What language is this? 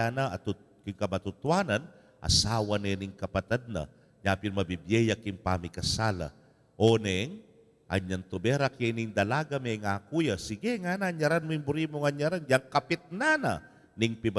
Pampanga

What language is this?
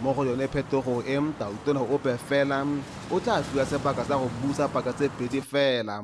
Tswana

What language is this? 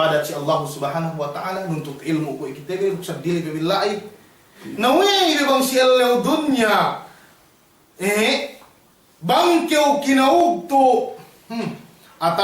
Yakan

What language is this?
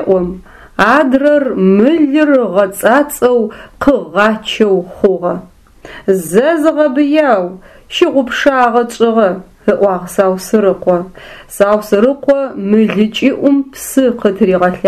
Adyghe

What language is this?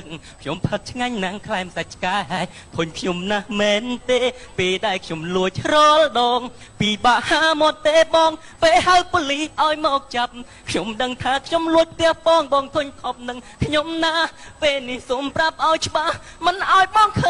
Khmer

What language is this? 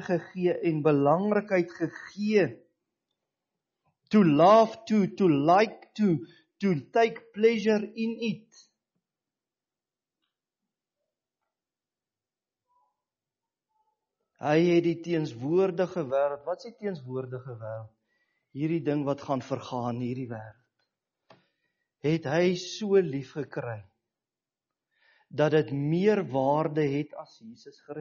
Afrikaans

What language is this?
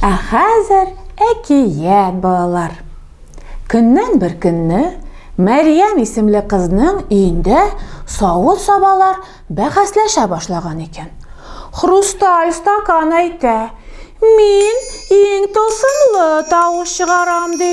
Tatar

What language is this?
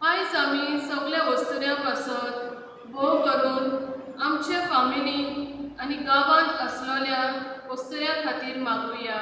Konkani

